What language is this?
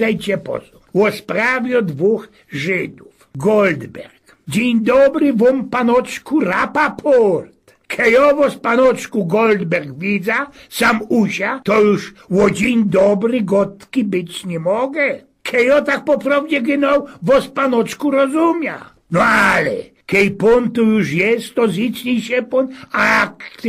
Silesian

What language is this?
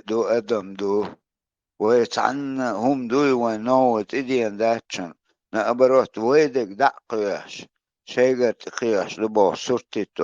Chechen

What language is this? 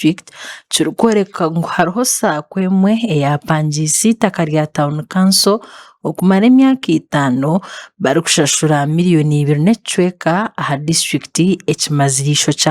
Nyankole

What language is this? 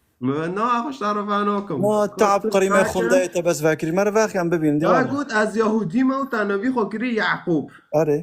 Kurdish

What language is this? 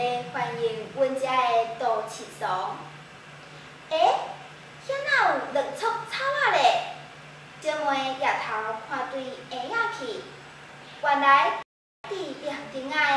Min Nan Chinese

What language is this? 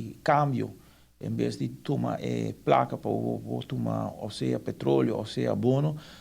Papiamento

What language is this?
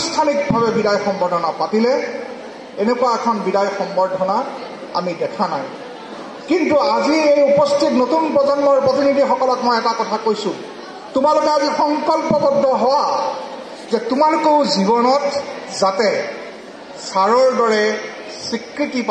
Assamese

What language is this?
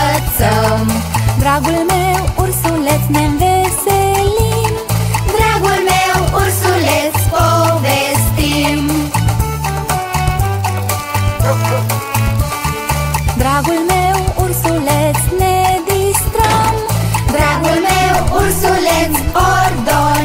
Romanian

